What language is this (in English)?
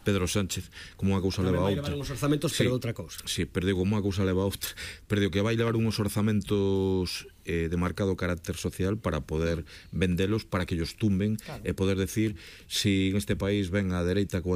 Galician